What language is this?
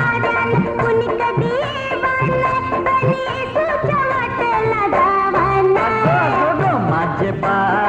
Marathi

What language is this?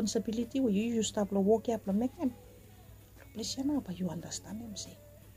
Bislama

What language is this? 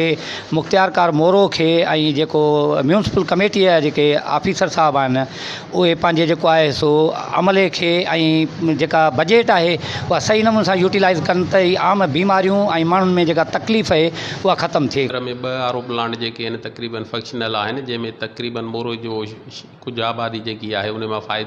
Sindhi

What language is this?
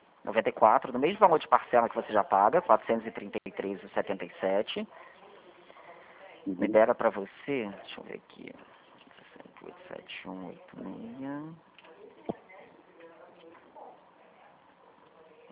Portuguese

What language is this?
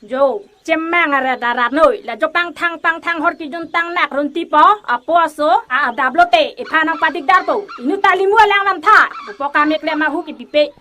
Karbi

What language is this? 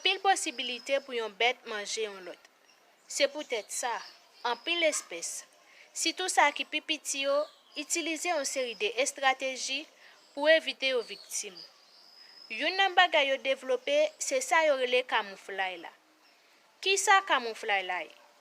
Haitian Creole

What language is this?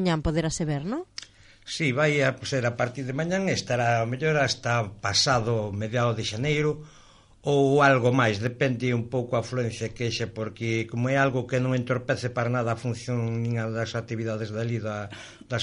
Galician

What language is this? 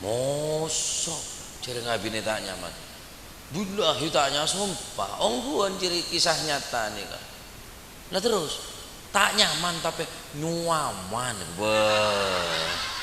Madurese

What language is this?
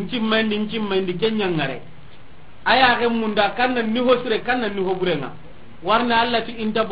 Soninke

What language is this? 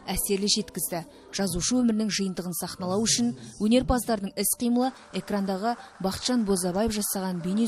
Kazakh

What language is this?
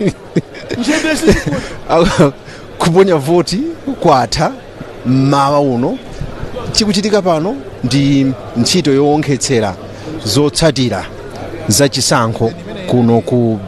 Nyanja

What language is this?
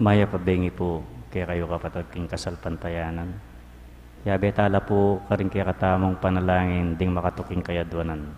Pampanga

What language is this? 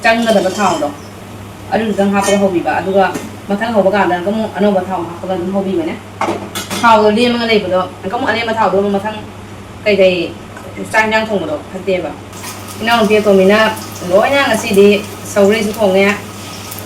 Manipuri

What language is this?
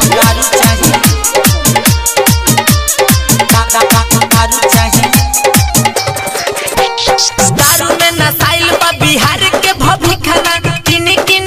Bhojpuri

